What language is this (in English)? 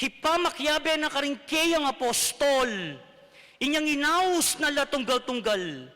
Pampanga